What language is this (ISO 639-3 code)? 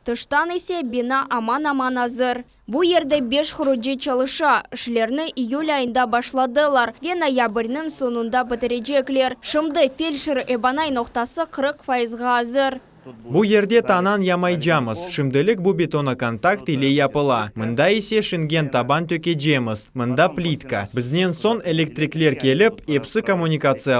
crh